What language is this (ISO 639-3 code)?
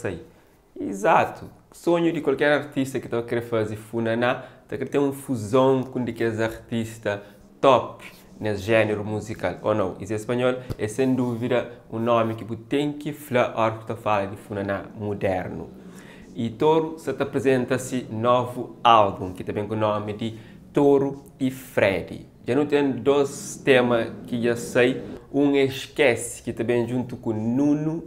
kea